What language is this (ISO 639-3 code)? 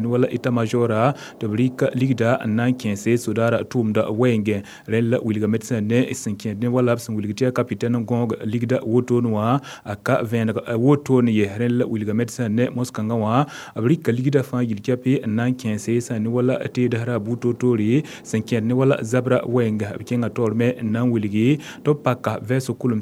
mos